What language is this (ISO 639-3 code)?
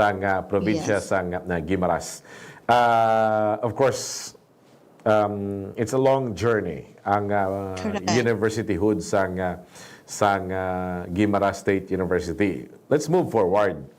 hil